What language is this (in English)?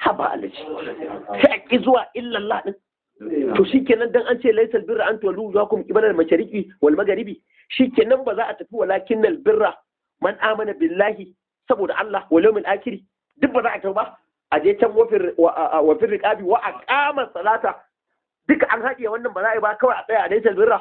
Hausa